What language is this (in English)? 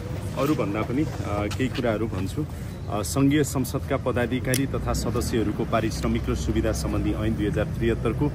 Nepali